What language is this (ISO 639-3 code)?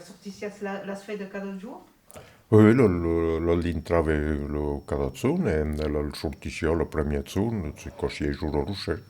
oci